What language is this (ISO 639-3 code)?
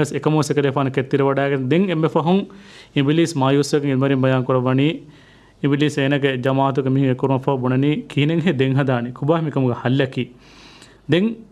div